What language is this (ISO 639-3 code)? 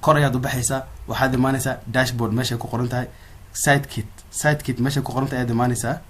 som